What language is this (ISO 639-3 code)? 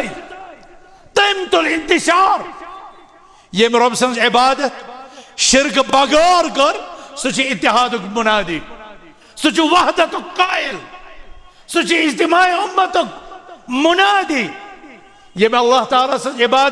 kas